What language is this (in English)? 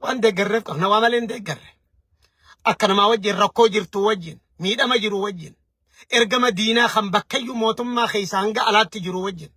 Oromo